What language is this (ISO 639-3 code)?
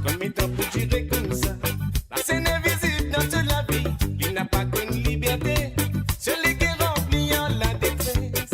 mfe